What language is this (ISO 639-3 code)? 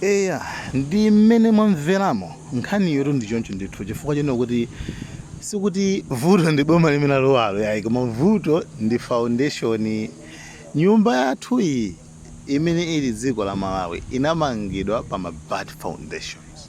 nya